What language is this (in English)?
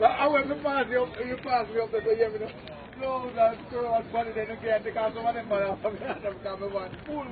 Jamaican Creole English